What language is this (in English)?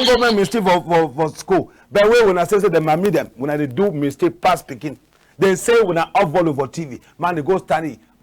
Cameroon Pidgin